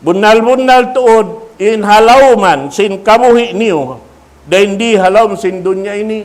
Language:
Tausug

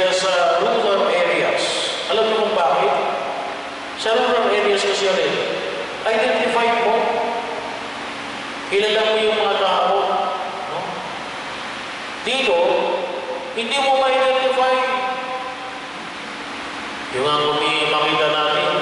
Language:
Filipino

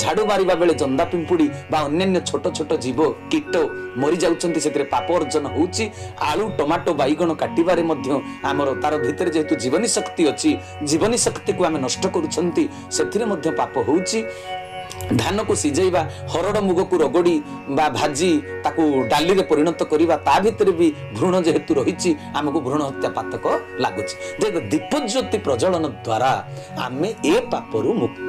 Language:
Odia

